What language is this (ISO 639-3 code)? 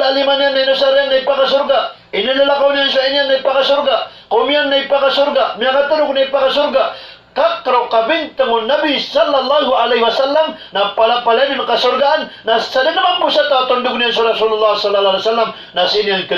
mrw